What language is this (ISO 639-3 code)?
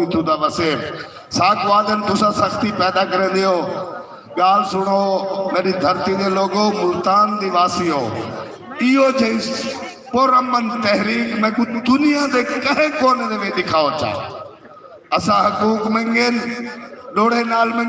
skr